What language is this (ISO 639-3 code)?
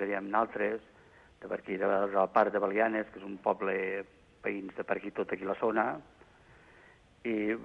cat